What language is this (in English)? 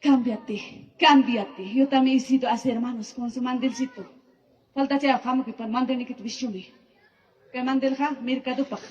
Ayacucho Quechua